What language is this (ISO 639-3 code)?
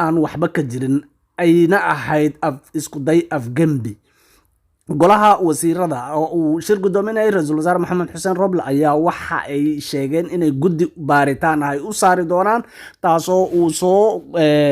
som